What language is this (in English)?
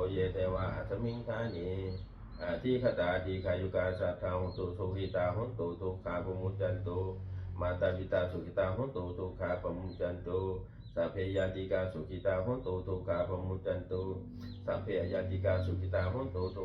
Pali